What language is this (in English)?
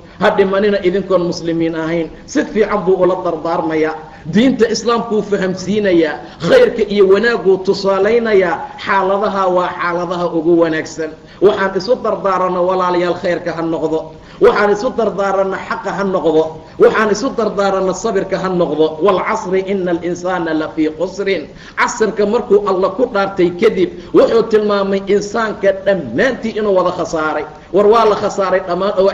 Somali